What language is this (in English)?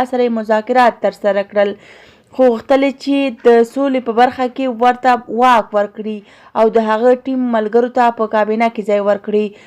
Pashto